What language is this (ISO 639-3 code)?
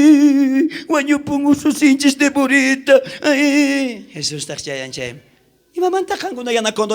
quh